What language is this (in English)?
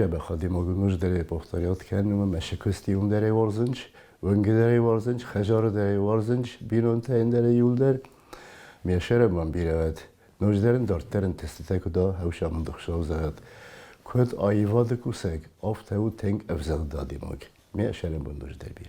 Ossetic